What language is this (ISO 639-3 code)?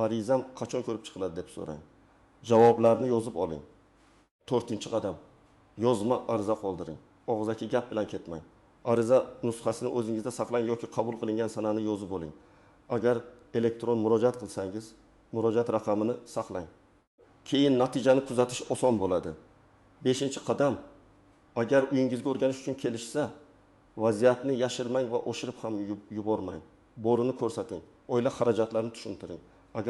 uzb